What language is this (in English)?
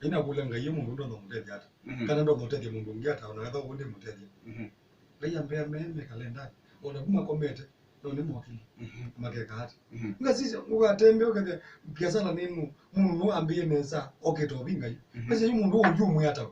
Kamba